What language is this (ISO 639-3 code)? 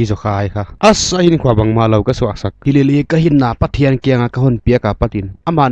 pck